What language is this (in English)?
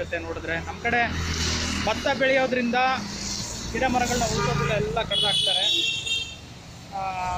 Kannada